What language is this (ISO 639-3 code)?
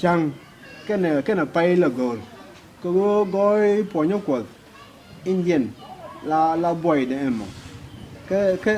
nus